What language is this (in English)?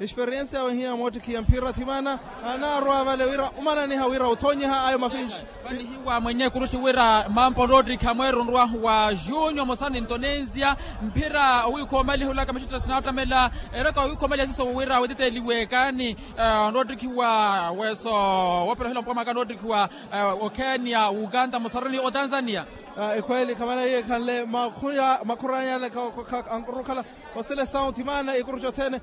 Makhuwa